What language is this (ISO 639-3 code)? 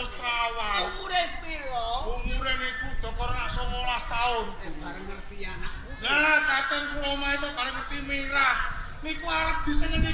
jav